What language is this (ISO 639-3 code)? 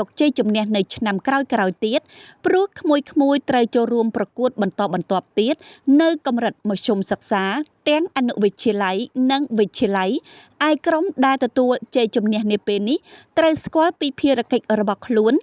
khm